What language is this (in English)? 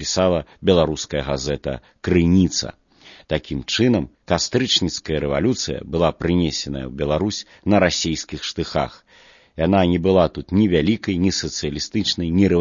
Belarusian